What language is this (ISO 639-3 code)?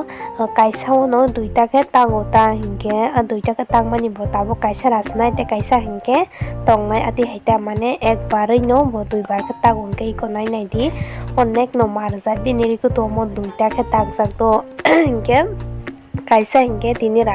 trp